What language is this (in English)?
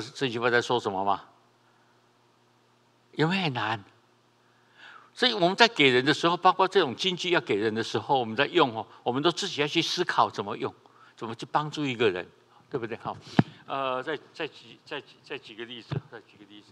Chinese